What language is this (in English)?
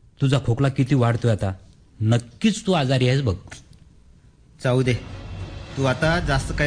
Marathi